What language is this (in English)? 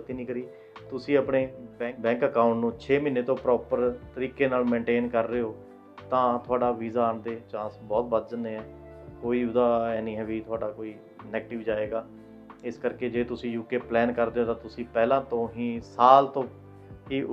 Punjabi